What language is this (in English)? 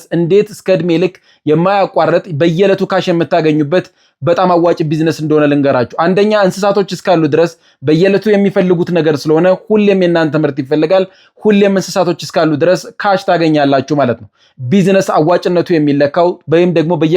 Amharic